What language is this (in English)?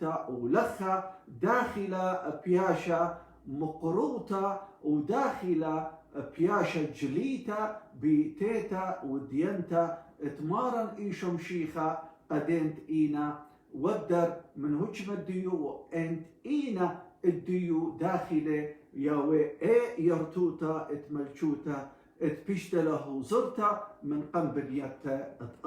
Assyrian Neo-Aramaic